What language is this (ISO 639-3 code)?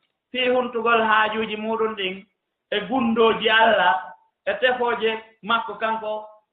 ful